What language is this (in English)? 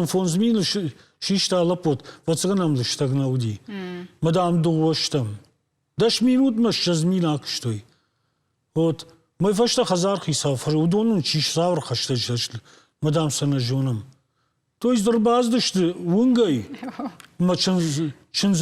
Ossetic